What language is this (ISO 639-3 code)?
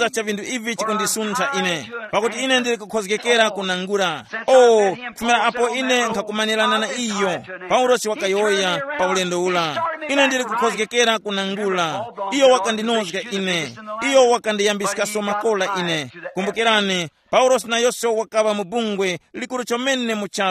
tum